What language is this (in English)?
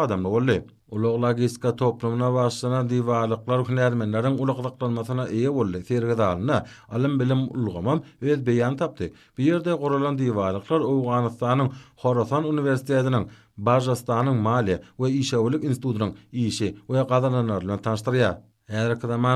Turkmen